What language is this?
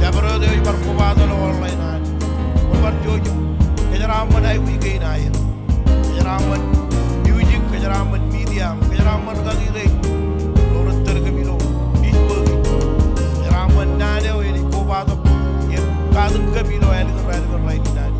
Marshallese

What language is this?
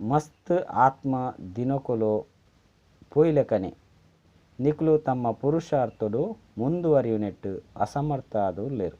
Tulu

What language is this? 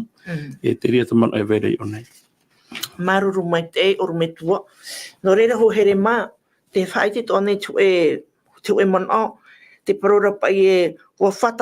Tahitian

